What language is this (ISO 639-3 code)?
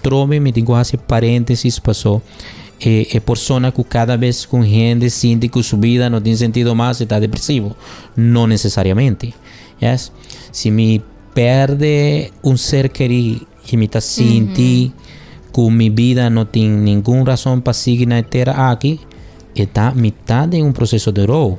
pap